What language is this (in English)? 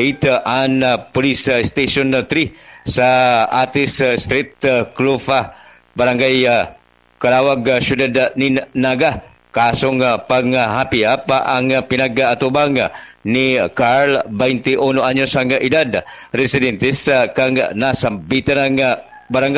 Bikol